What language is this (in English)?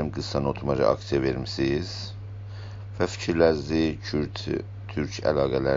South Azerbaijani